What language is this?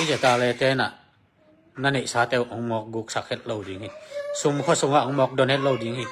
Tedim Chin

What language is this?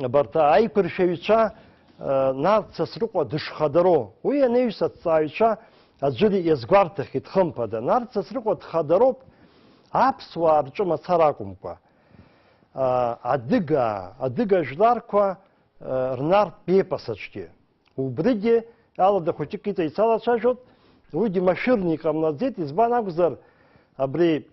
Abkhazian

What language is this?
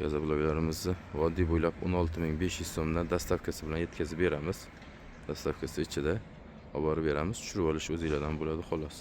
Uzbek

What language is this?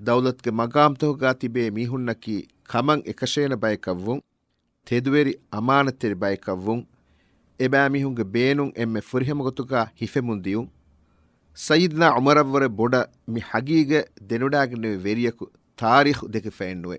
Divehi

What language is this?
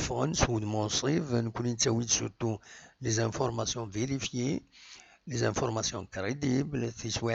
Kabyle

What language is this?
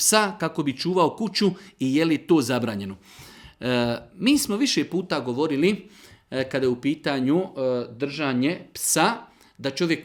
Bosnian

